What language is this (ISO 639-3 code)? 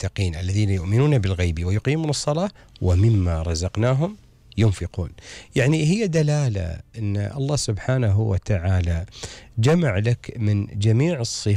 afb